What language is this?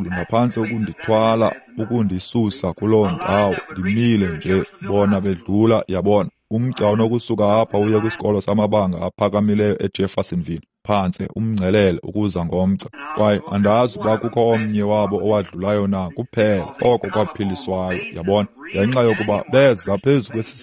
Xhosa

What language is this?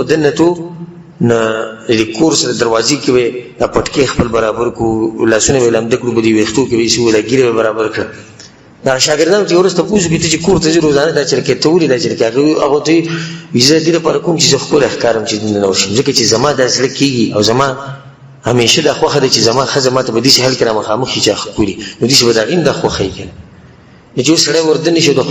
Pashto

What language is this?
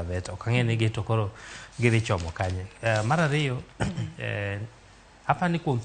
Luo (Kenya and Tanzania)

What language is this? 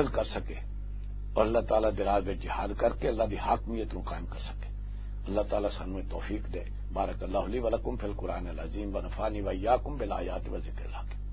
Western Panjabi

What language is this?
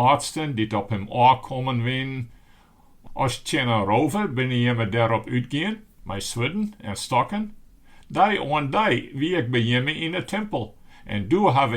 Western Frisian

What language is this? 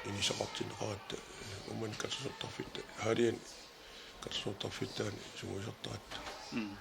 Kalaallisut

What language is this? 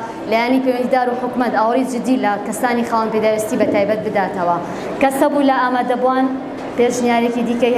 Central Kurdish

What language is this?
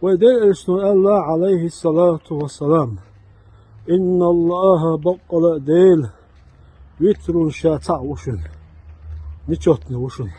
Chechen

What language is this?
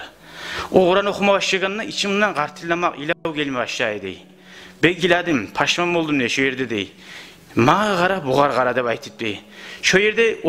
Kumyk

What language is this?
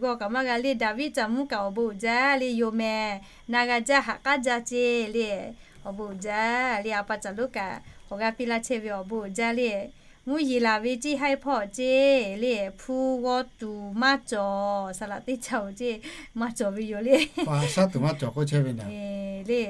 Lahu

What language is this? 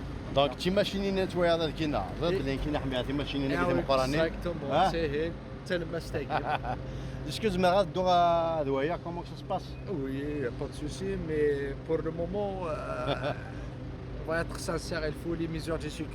Kabyle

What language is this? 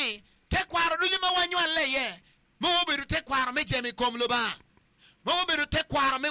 Acoli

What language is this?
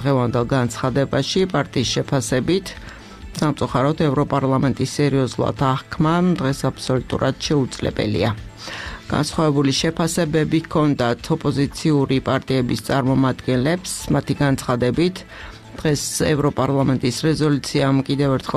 Georgian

